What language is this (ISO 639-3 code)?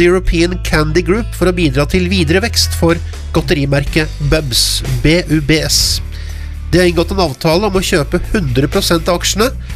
nor